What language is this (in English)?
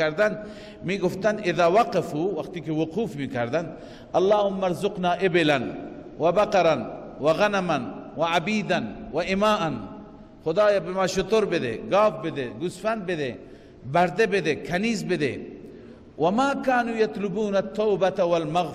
Persian